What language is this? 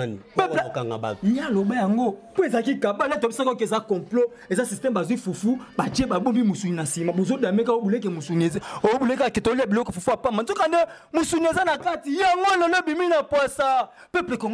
Lingala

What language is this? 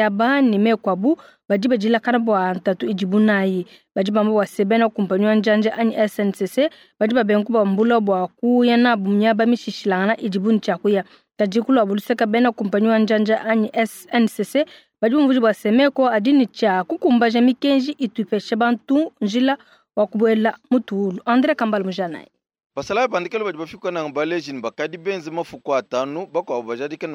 Luba-Lulua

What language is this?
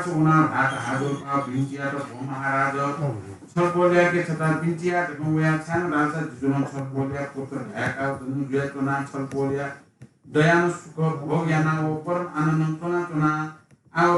Newari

